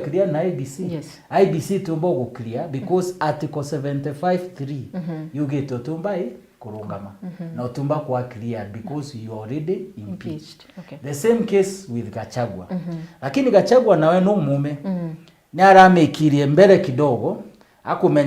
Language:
Meru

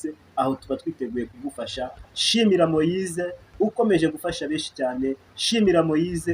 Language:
Kinyarwanda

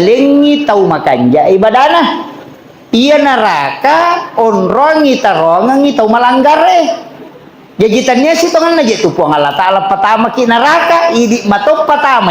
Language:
Buginese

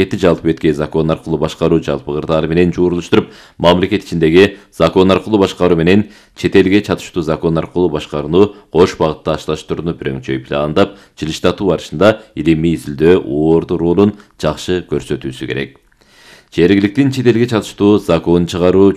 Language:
Kyrgyz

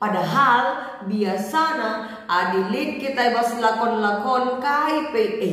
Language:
Batak Karo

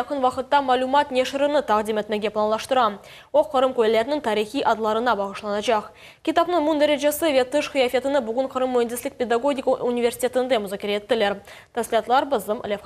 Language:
Crimean Tatar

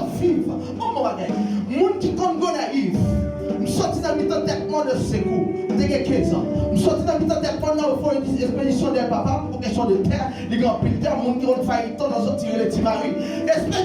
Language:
Haitian Creole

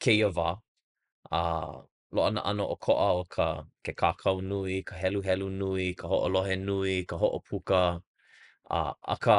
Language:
Hawaiian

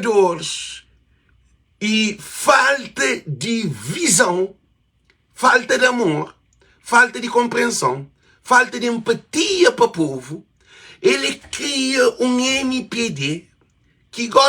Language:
Kabuverdianu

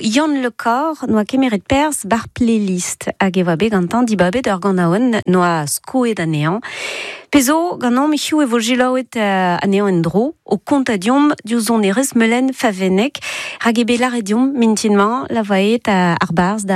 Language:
Breton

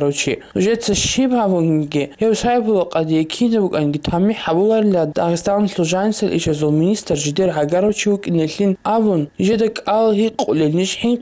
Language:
Avaric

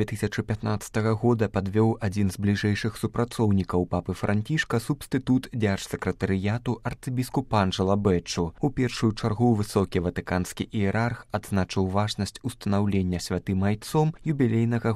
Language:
Belarusian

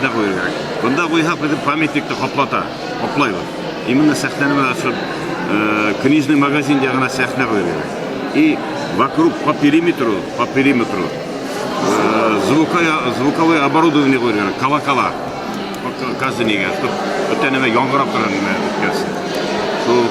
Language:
Bashkir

